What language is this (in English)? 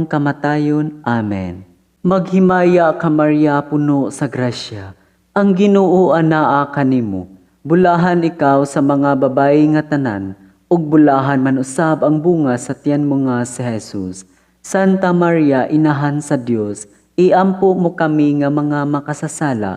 Cebuano